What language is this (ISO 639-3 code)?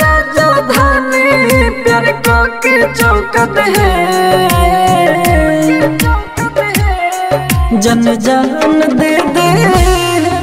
bho